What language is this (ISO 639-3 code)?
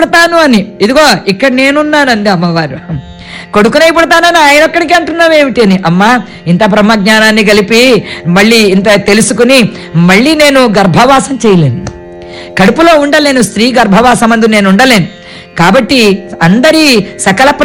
tel